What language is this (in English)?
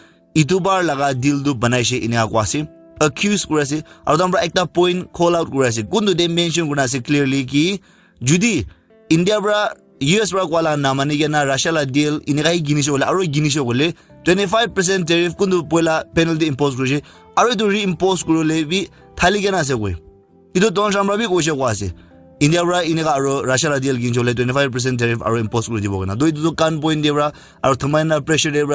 Naga Pidgin